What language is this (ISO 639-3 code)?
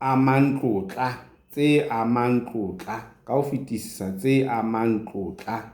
sot